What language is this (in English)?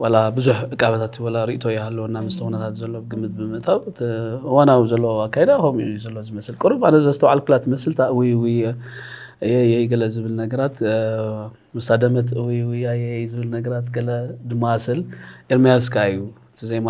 Tigrinya